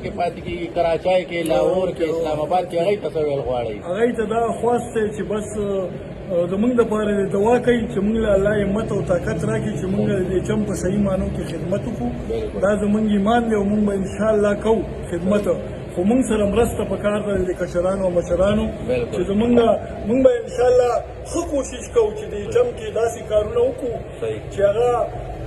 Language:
Pashto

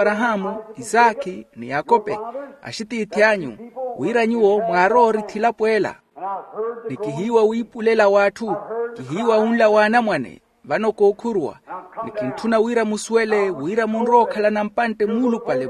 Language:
Makhuwa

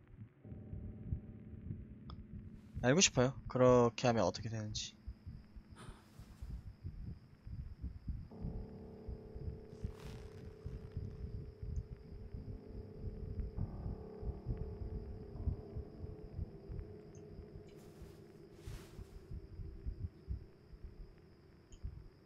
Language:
Korean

